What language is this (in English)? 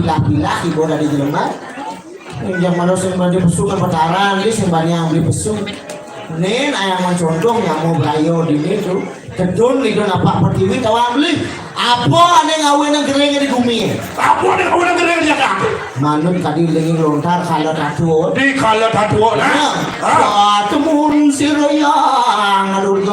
Balinese